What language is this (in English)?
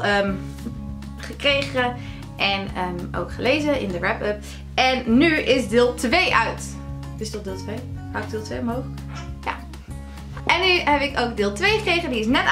Dutch